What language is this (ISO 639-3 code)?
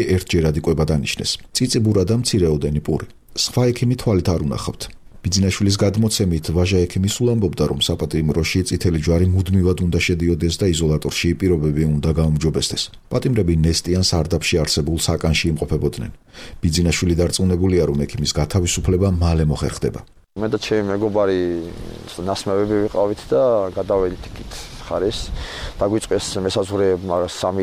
kat